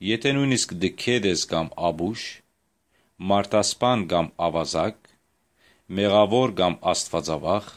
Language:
Western Armenian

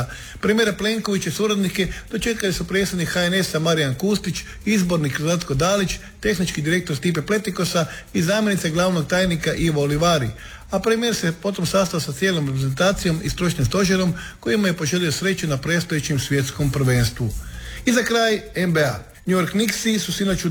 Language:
Croatian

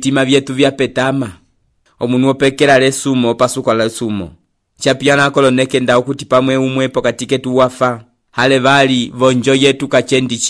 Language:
Umbundu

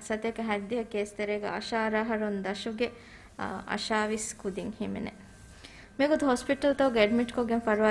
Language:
Divehi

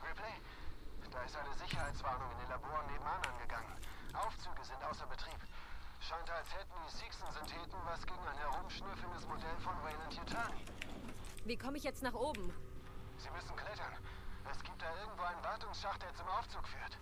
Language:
Bavarian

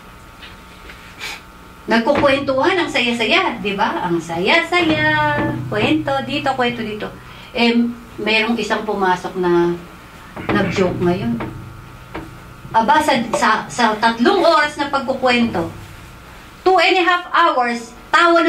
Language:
Filipino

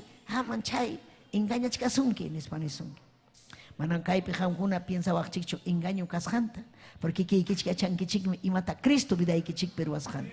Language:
Ayacucho Quechua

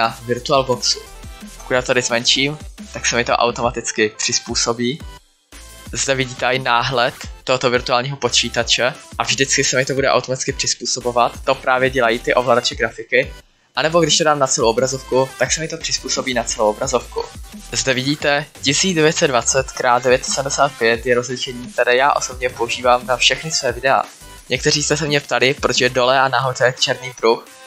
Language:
Czech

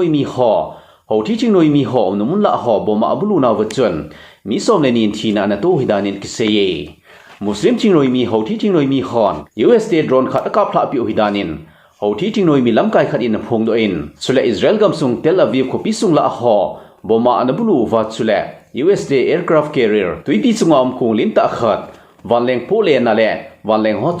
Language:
Thado Chin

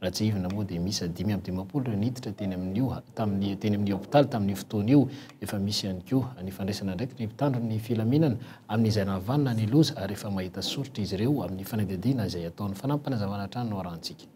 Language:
Malagasy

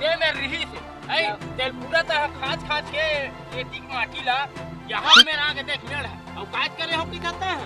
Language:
Chhattisgarhi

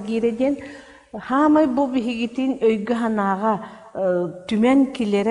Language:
Yakut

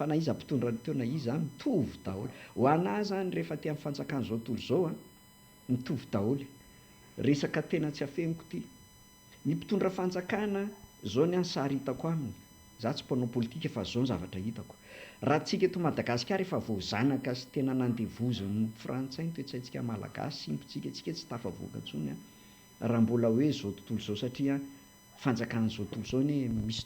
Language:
Malagasy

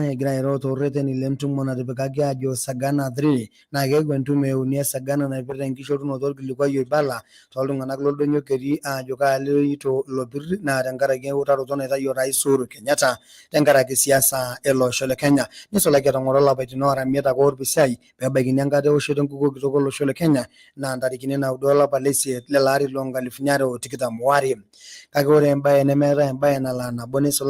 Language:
Masai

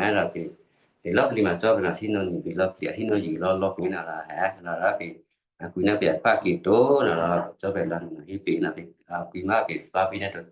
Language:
Western Kayah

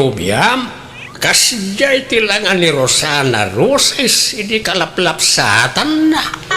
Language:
Iloko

